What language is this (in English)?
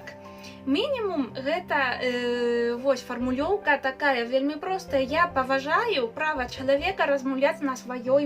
Belarusian